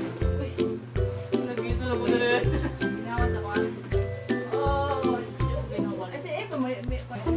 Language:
Cebuano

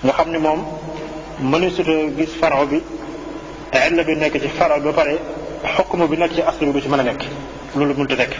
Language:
Wolof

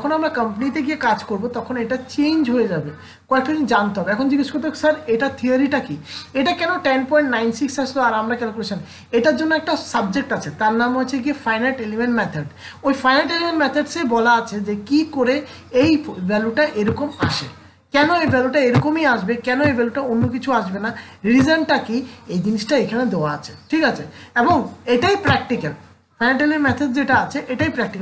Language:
Bangla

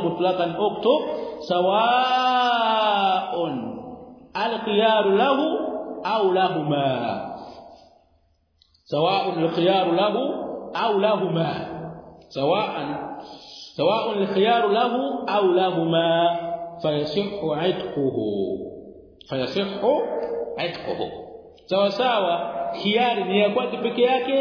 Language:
Swahili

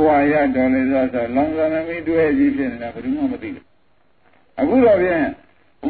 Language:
Burmese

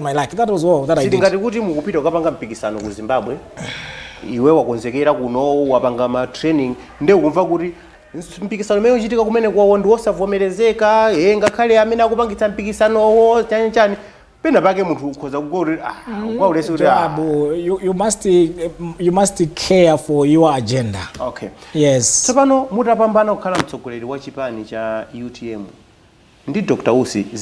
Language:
Nyanja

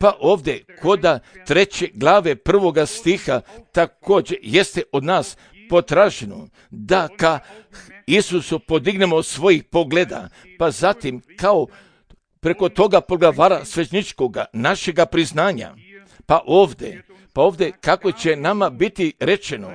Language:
Serbian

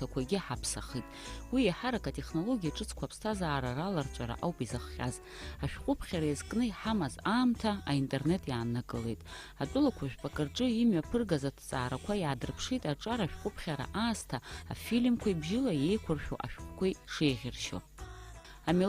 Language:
Abkhazian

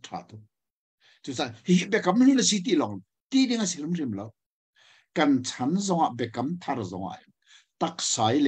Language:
Hakha Chin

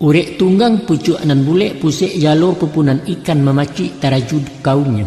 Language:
Minangkabau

